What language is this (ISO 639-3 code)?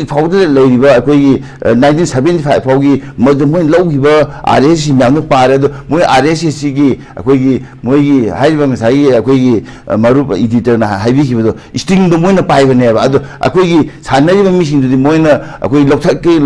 mni